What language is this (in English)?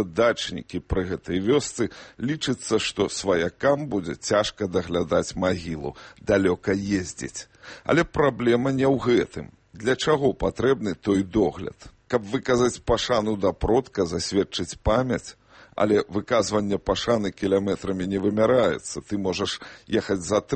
Belarusian